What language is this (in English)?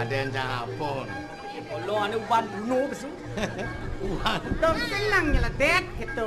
Balinese